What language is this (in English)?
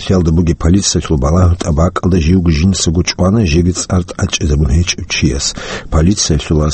Avaric